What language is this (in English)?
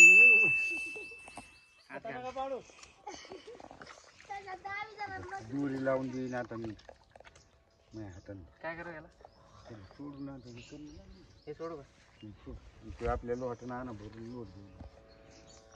Marathi